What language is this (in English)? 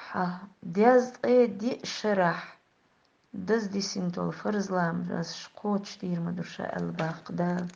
Chechen